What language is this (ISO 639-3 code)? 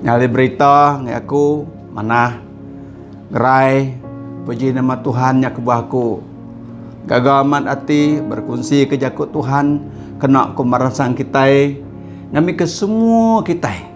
iba